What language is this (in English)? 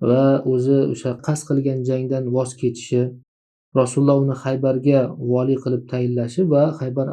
Uzbek